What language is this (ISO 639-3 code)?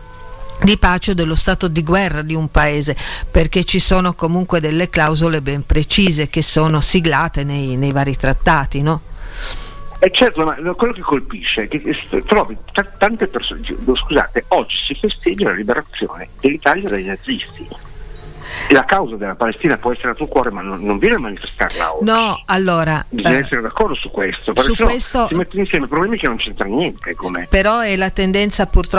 ita